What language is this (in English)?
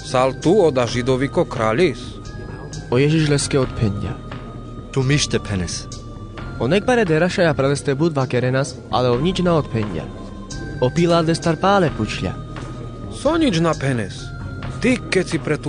Carpathian Romani